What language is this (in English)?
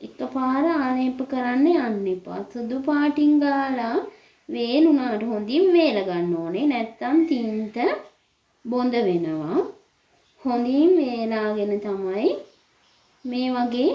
Sinhala